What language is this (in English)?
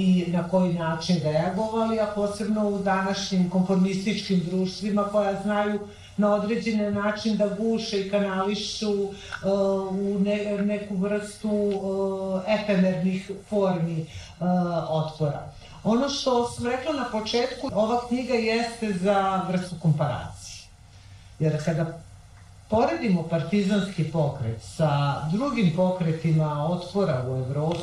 Serbian